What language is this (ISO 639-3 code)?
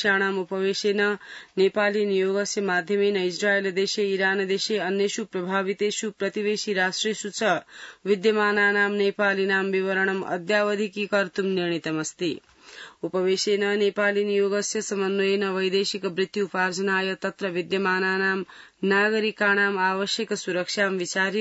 san